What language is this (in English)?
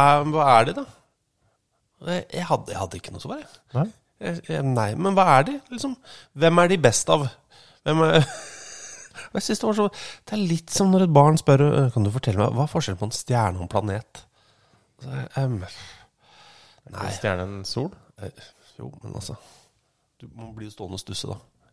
Norwegian